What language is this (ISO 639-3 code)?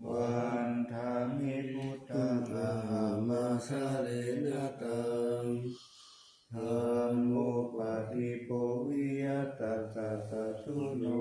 pli